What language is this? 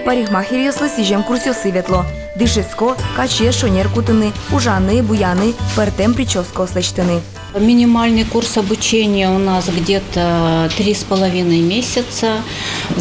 Udmurt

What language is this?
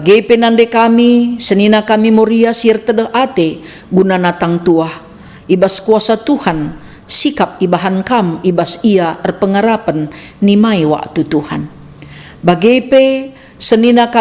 Batak Karo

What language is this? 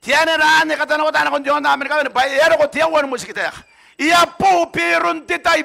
Gilbertese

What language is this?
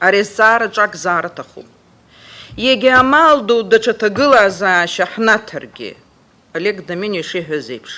Abkhazian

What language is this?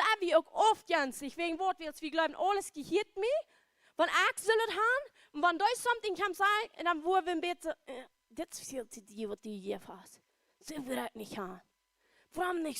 Plautdietsch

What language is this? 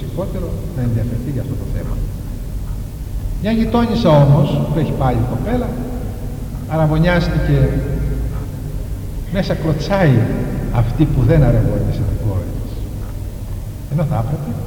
Greek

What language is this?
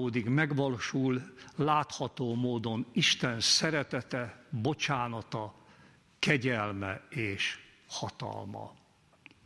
Hungarian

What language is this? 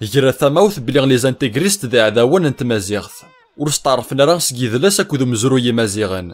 Kabyle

